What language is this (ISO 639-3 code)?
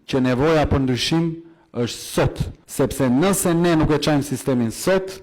sqi